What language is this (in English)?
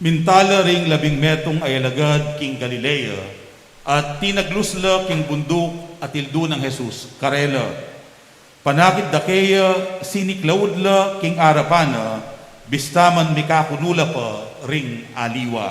Pampanga